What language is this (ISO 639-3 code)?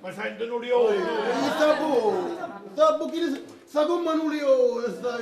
nap